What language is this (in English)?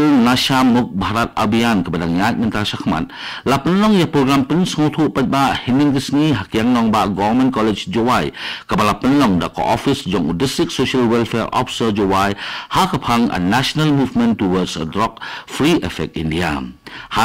Khasi